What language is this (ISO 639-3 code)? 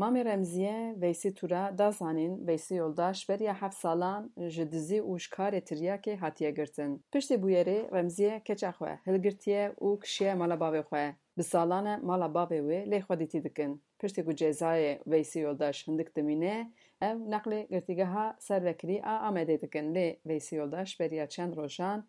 kur